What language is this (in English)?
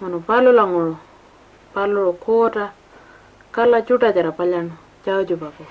Pitjantjatjara